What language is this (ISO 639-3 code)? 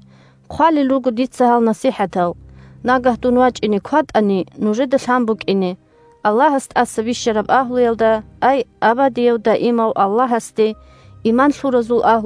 ava